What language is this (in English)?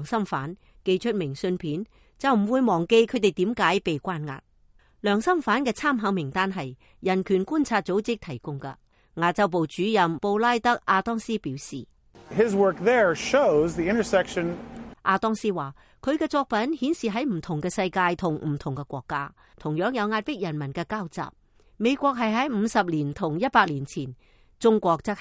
Cantonese